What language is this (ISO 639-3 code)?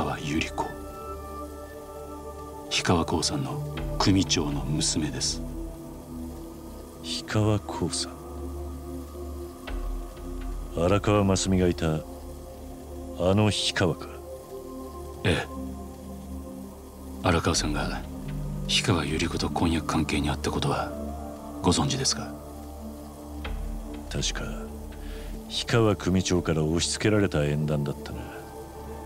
jpn